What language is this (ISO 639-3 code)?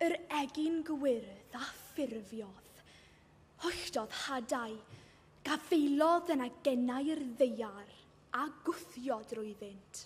cym